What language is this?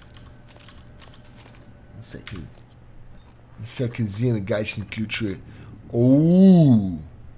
Bulgarian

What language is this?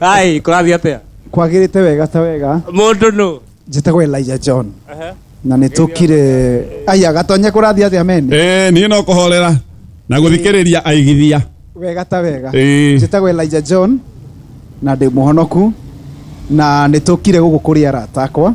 Kikuyu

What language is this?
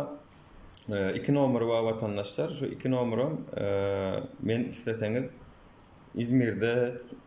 Turkmen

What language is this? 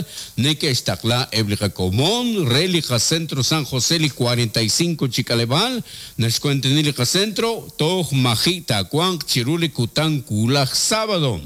Kekchí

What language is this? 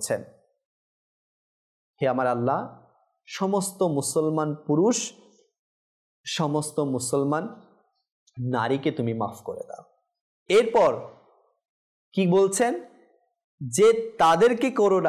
Bangla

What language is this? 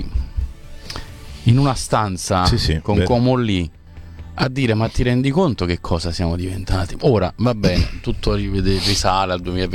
Italian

